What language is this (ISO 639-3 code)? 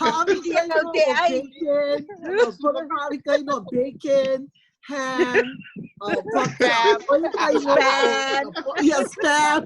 haw